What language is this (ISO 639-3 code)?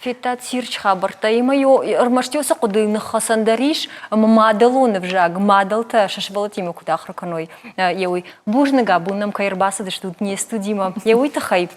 oss